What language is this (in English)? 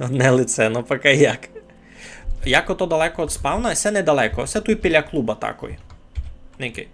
Rusyn